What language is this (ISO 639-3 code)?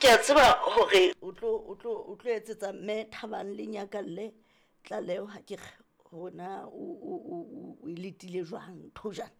sot